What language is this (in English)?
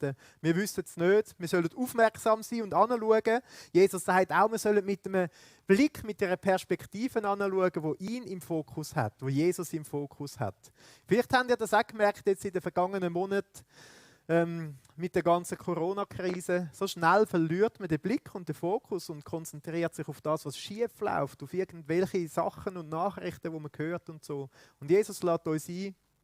Swiss German